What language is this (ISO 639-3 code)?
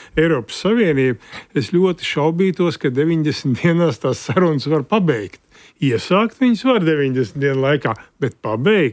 lav